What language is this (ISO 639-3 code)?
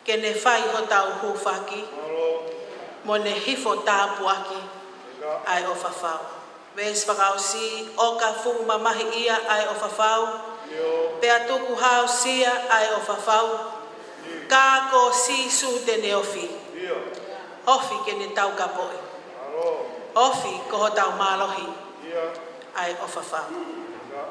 ton